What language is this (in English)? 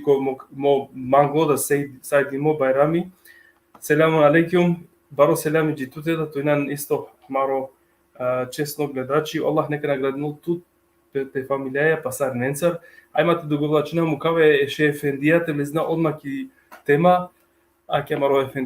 Balkan Romani